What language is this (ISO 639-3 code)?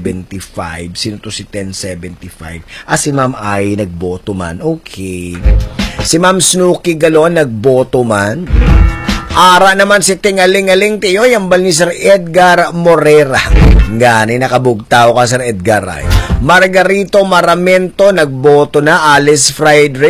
hil